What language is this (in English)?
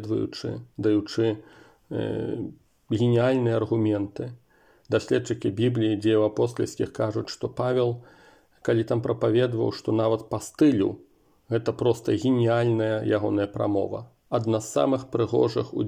Belarusian